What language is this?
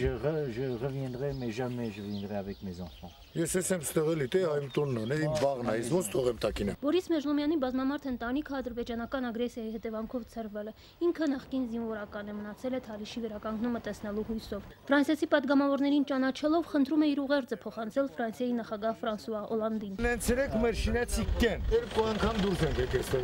Armenian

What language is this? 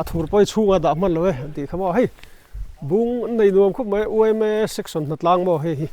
Mizo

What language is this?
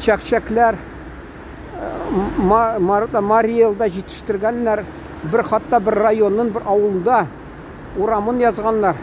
Tatar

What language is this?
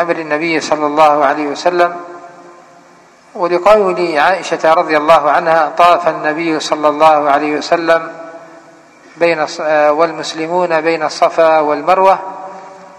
Arabic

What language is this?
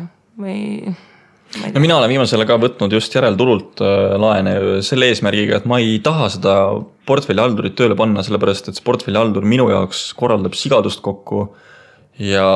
Estonian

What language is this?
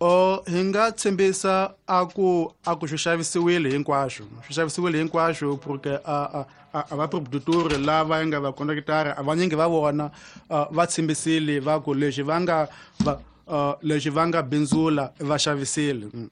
Tsonga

